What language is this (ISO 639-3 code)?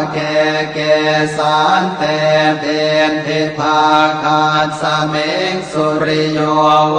pli